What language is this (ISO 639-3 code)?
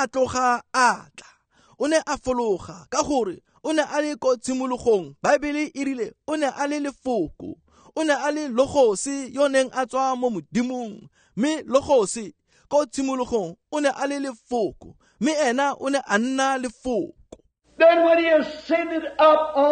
tsn